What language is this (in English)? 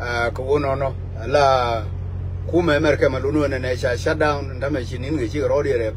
Nuer